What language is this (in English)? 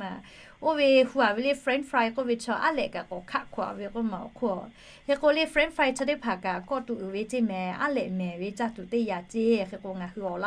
Lahu